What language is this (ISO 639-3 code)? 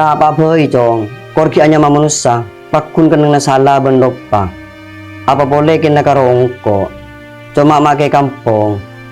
mad